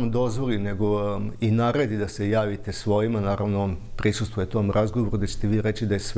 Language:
Serbian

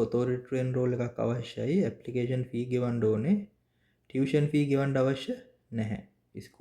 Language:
Sinhala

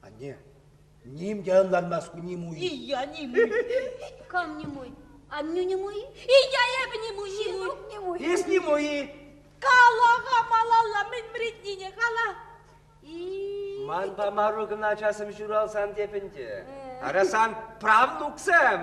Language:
Chuvash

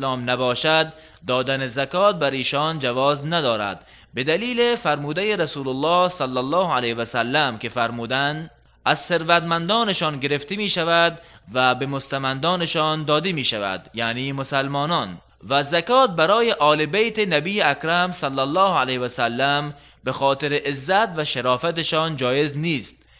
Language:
Tajik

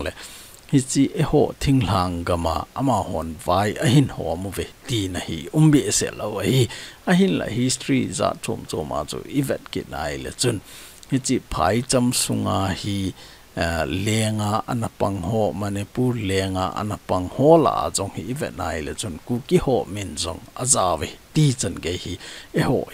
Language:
Thado Chin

